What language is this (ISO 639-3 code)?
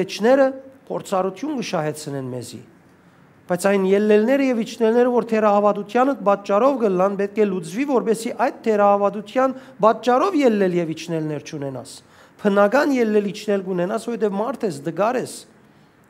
hyw